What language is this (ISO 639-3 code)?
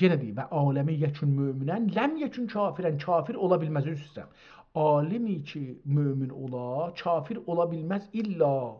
azb